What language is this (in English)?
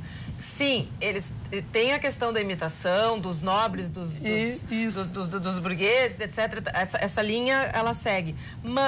Portuguese